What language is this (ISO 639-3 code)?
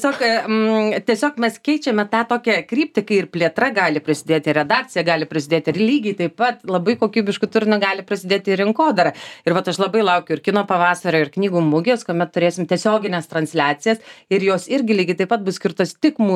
lit